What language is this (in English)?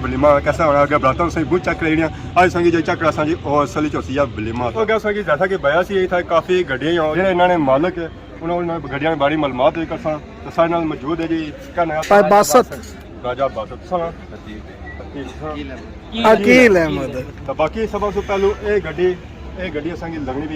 Pahari-Potwari